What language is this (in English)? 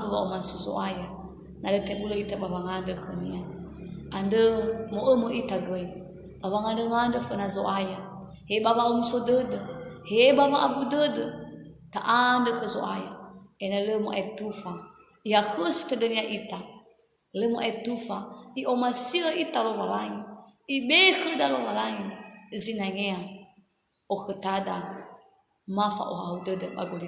Nias